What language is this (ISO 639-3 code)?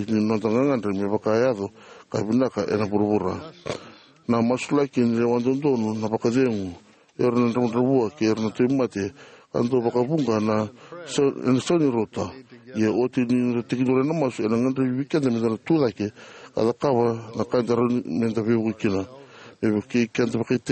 fij